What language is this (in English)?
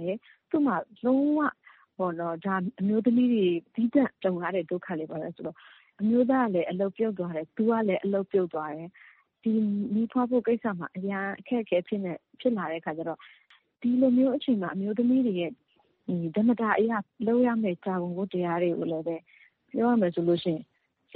Burmese